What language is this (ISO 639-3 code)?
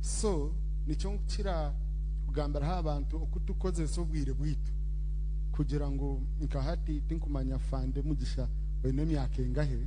nyn